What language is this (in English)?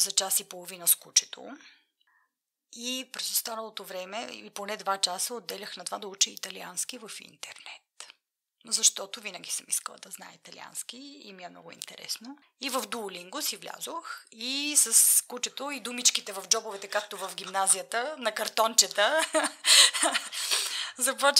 Bulgarian